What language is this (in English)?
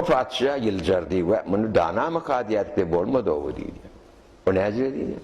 Turkmen